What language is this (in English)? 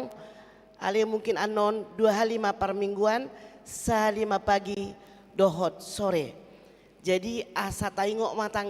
Batak Toba